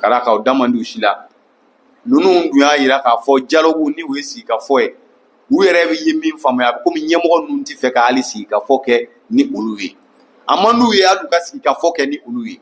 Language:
Bambara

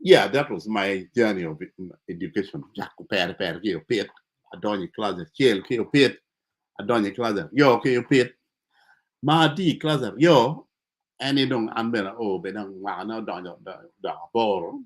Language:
Acoli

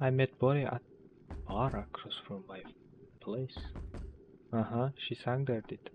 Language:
Kara-Kalpak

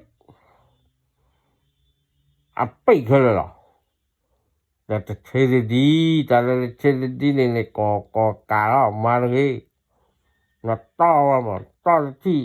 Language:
S'gaw Karen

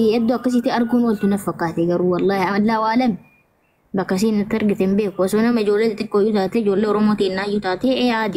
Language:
Oromo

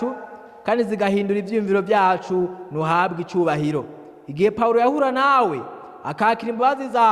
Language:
Rundi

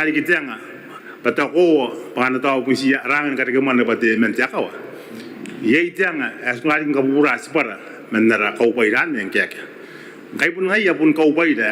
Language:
Gilbertese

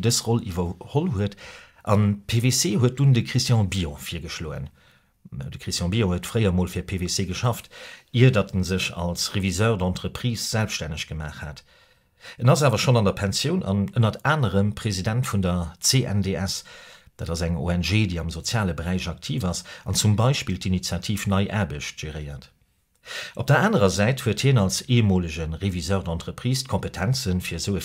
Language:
Luxembourgish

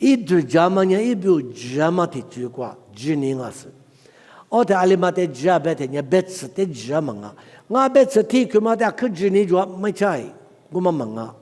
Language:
Lisu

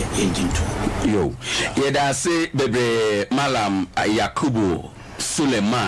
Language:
Akan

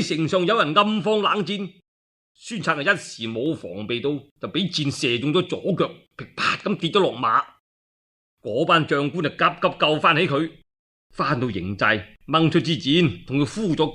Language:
Cantonese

